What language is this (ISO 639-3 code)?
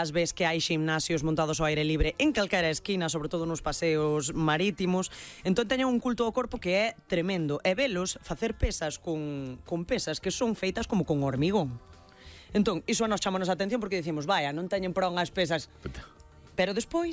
glg